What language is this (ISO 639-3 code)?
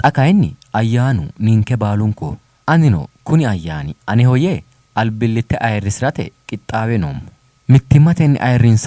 sid